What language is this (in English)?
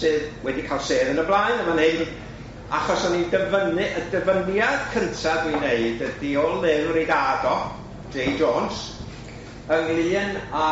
Welsh